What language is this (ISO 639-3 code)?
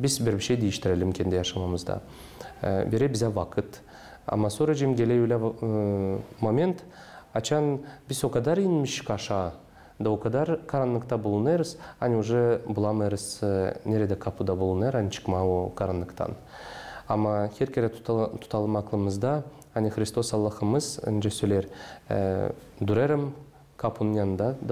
gag